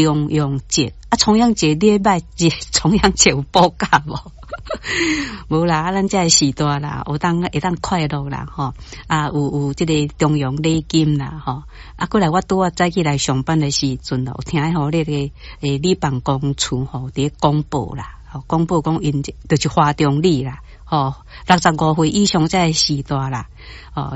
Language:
Min Nan Chinese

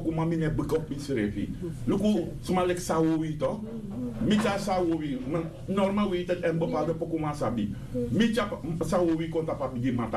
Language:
Sranan Tongo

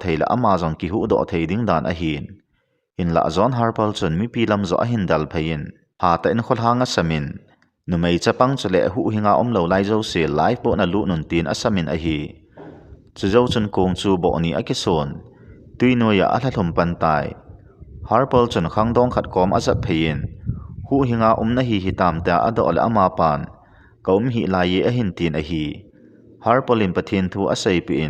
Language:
Thado Chin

